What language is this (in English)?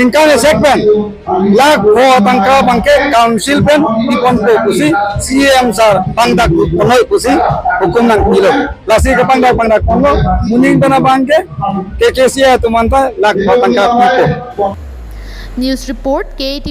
Karbi